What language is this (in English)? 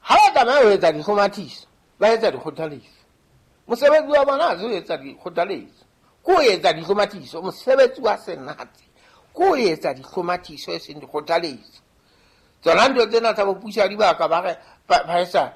Southern Sotho